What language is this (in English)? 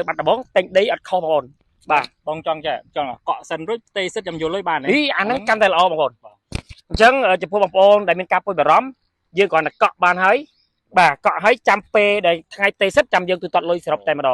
Khmer